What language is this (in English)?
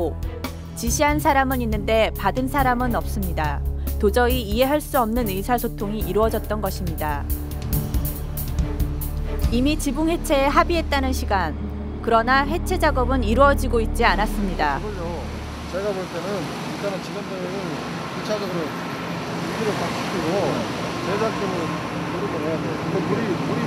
Korean